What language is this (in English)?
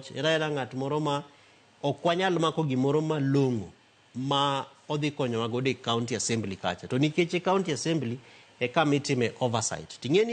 Luo (Kenya and Tanzania)